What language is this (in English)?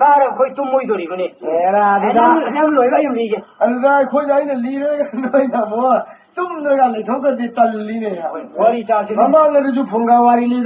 Manipuri